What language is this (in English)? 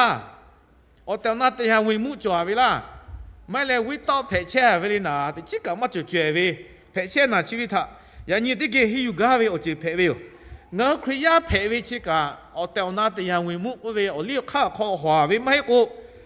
Lahu